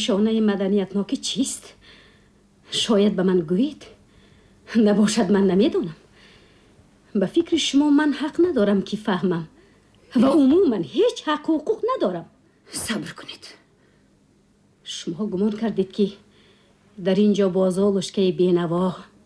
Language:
Tajik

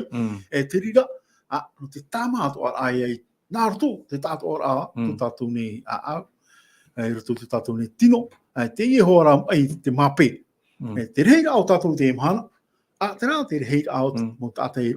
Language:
Tahitian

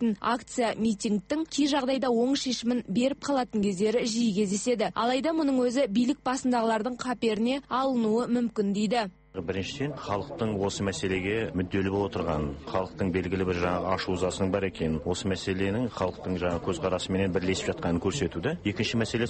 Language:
Kazakh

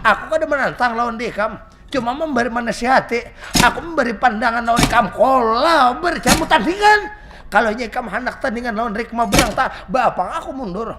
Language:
Banjar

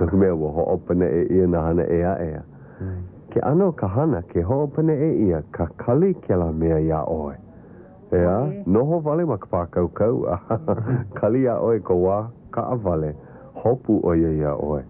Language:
Hawaiian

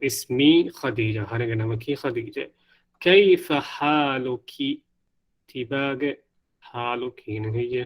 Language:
Divehi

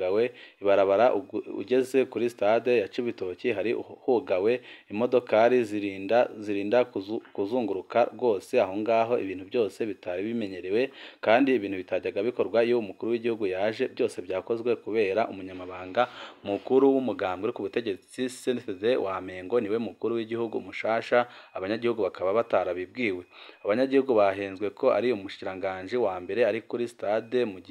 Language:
Rundi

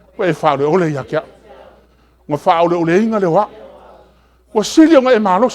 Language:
Samoan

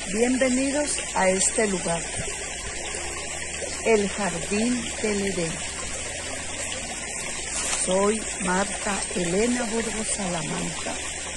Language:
Spanish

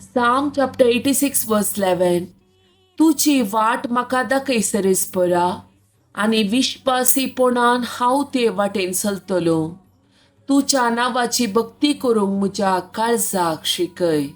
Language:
Konkani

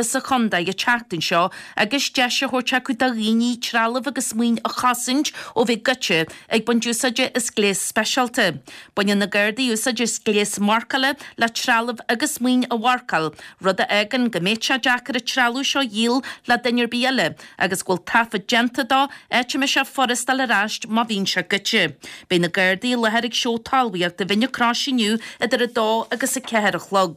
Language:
Irish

